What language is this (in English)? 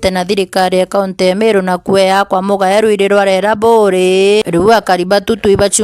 Meru